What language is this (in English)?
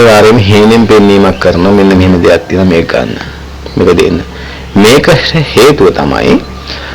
Sinhala